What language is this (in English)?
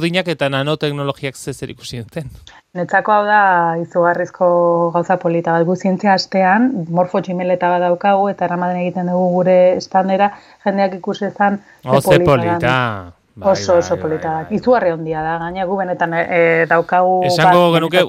Basque